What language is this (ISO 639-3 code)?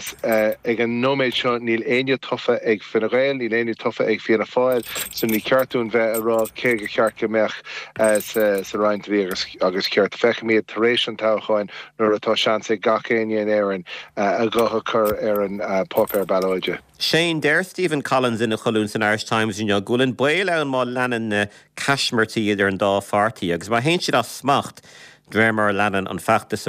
gle